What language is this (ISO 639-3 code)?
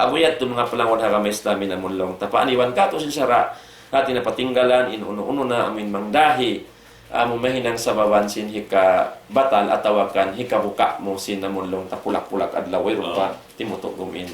tsg